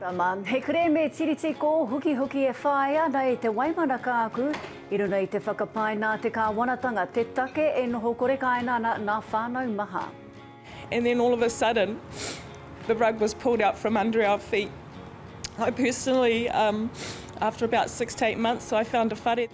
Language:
Māori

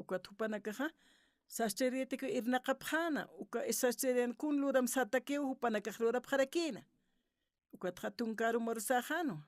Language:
Aymara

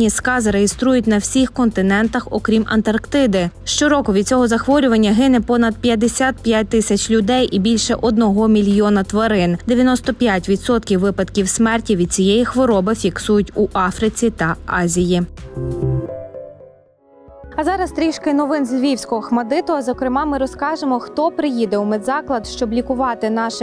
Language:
Ukrainian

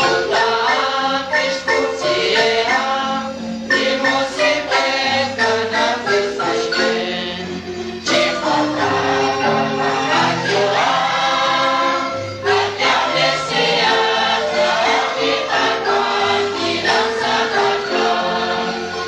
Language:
Kekchí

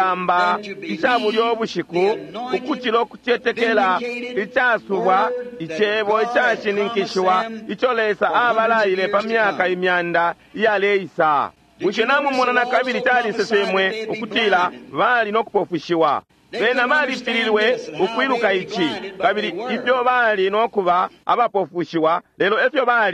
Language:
Bemba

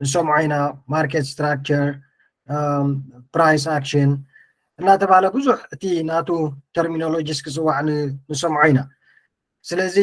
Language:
Tigrinya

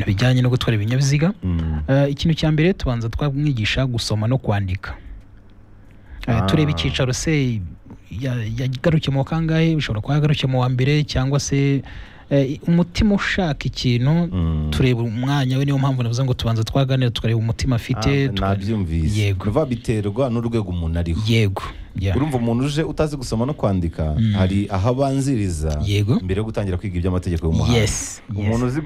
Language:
Kinyarwanda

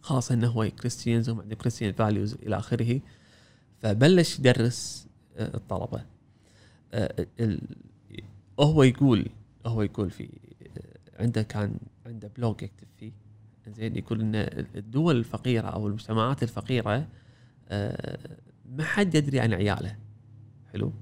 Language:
Gulf Arabic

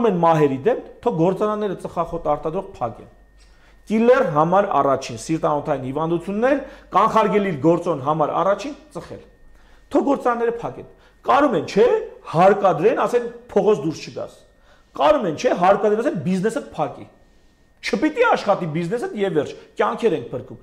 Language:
Armenian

